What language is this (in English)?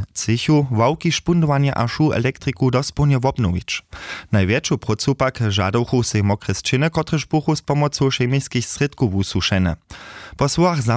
Upper Sorbian